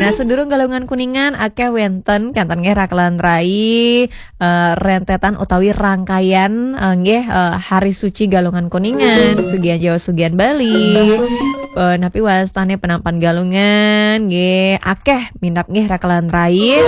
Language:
Balinese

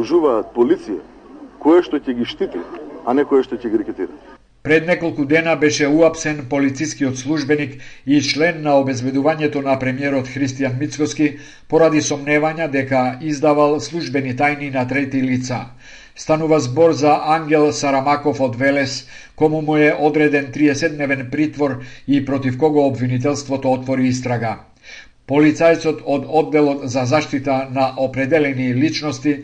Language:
Macedonian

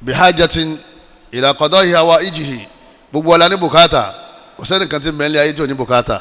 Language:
Yoruba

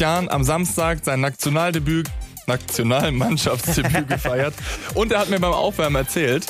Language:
German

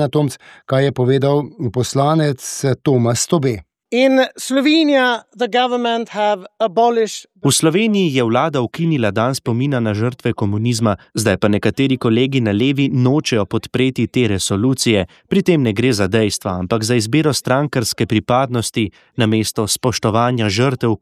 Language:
Slovenian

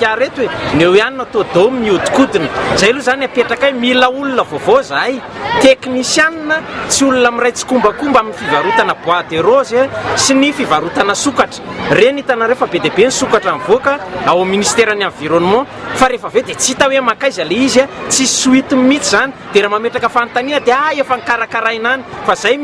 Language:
Malagasy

